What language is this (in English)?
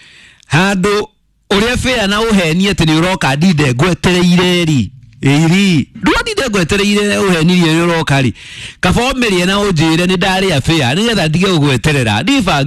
Kikuyu